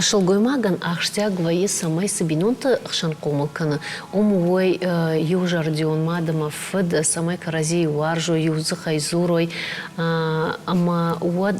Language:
Ossetic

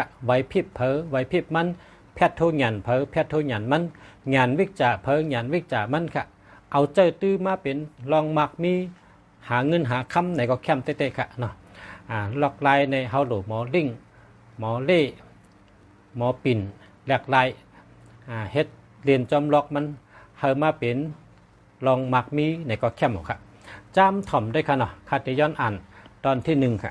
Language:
Shan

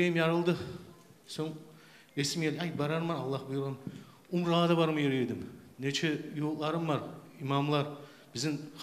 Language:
Kumyk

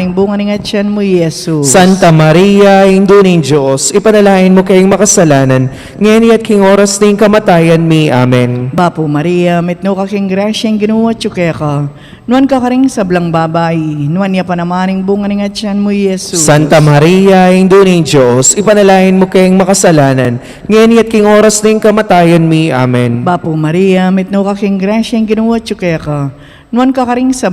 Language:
Pampanga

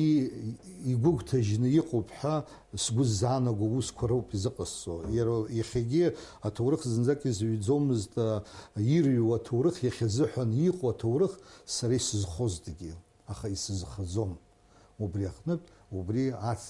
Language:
Abkhazian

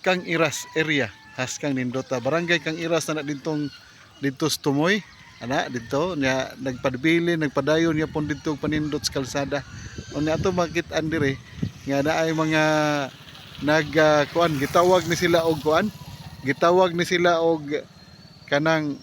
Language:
Cebuano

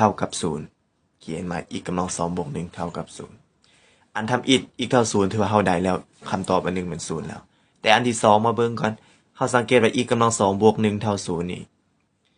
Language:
Lao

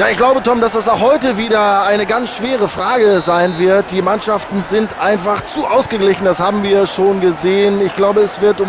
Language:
Bavarian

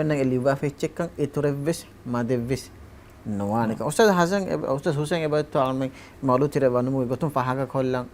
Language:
Divehi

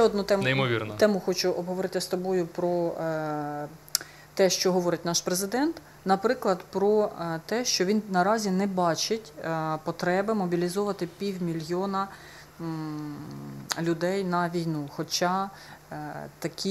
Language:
Ukrainian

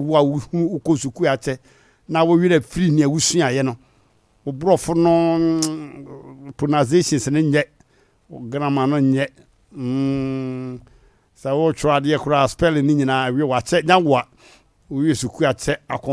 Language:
Akan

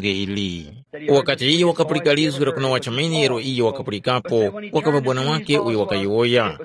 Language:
Tumbuka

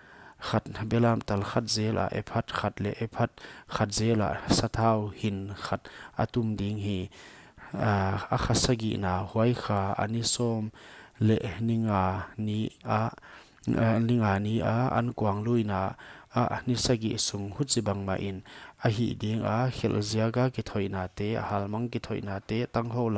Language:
Paite Chin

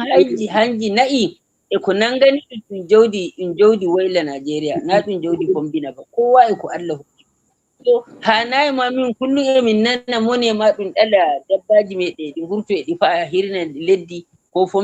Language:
Fula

